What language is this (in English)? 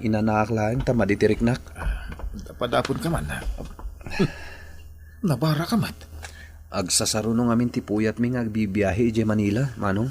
Iloko